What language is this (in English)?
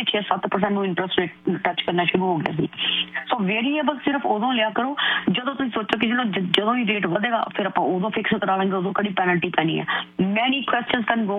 Punjabi